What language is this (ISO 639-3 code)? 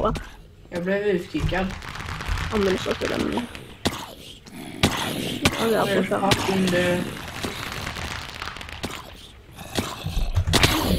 swe